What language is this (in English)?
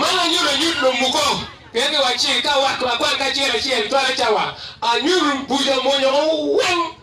Acoli